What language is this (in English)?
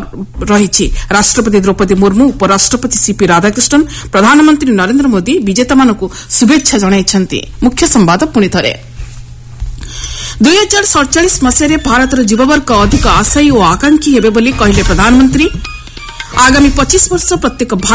Odia